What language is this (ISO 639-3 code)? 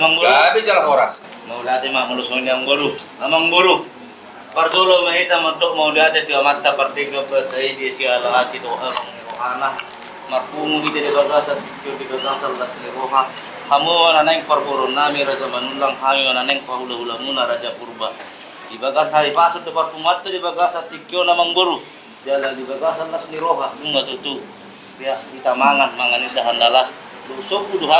bbc